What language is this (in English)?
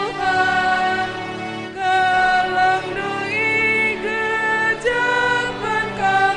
Batak Karo